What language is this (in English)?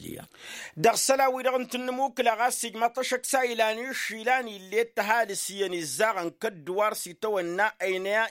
Tamasheq